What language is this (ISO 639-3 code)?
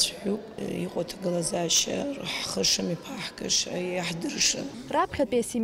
abk